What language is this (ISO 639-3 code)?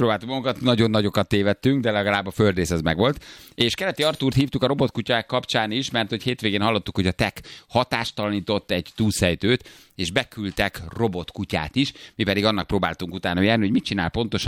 hun